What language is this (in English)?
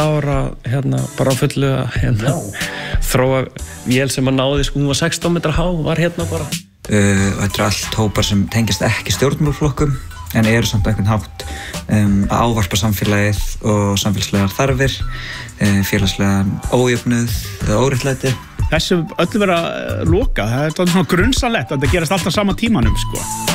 Icelandic